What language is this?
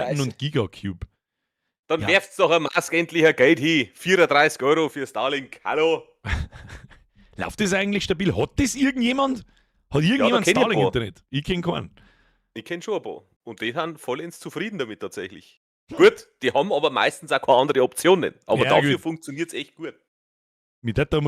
Bavarian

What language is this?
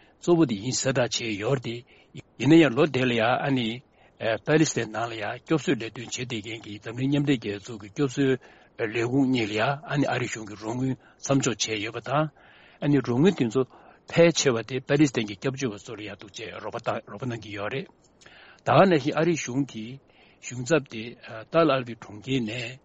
Tibetan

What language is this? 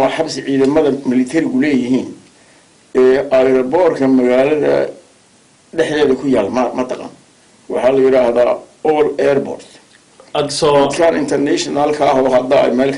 Somali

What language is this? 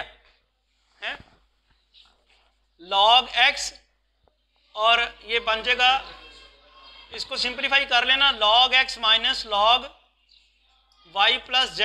Hindi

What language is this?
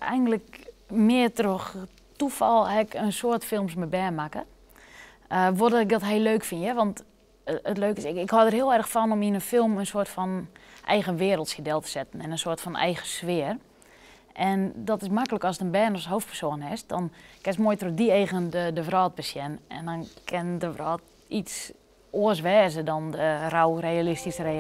Western Frisian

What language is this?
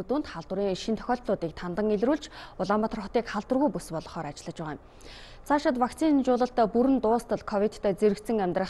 Mongolian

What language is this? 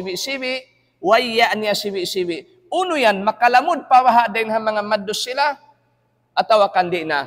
Tausug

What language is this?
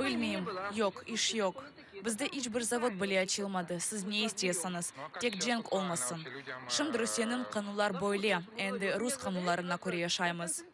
Crimean Tatar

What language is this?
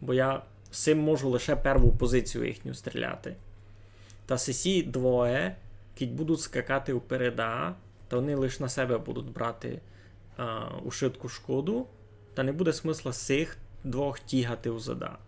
Rusyn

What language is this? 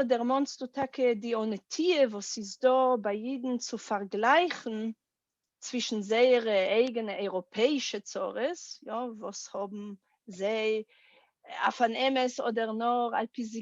Yiddish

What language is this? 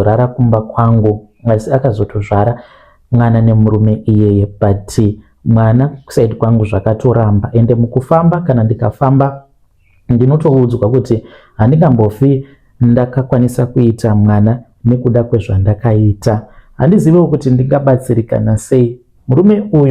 Shona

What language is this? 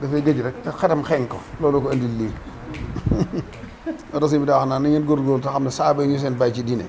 Wolof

